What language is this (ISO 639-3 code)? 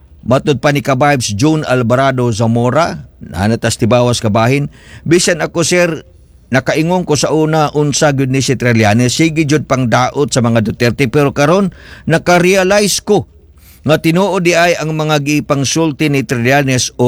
ceb